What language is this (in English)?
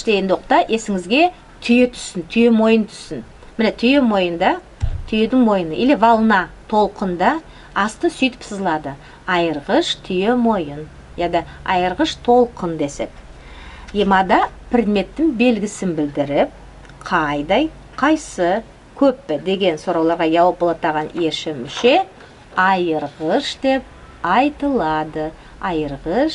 Nogai